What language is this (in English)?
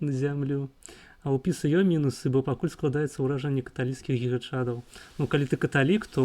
Belarusian